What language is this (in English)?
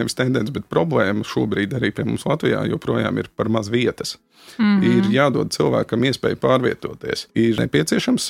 Latvian